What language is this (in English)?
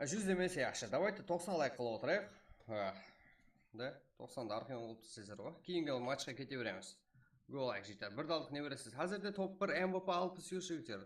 Kara-Kalpak